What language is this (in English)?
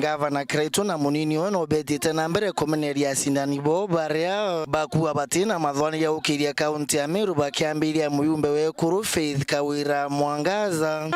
Meru